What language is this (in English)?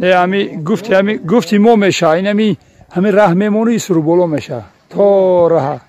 Tajik